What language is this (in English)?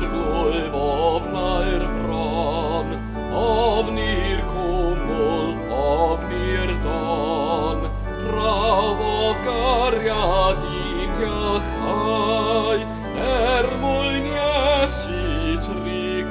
Welsh